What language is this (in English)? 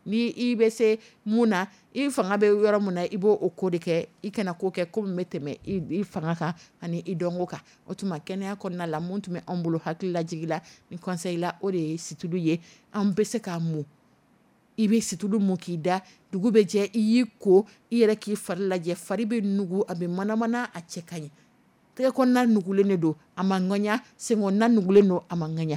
Dyula